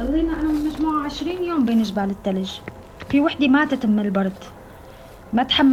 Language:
North Levantine Arabic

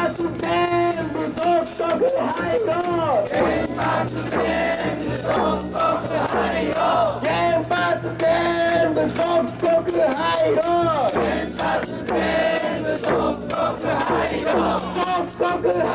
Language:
Japanese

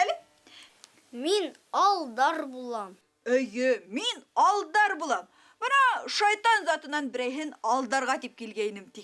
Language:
Bashkir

